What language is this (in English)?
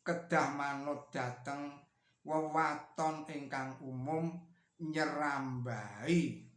Javanese